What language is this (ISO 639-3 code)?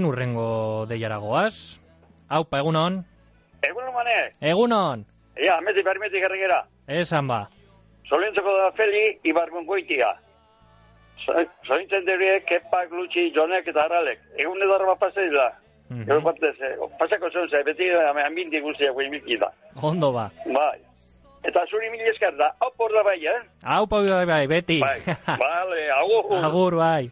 eus